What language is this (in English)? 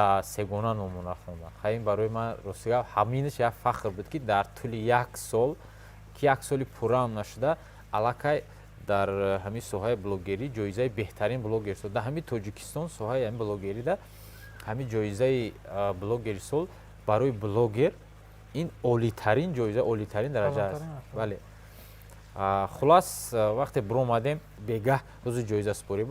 Tajik